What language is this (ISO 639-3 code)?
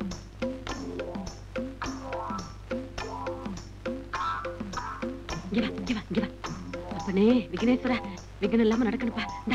tam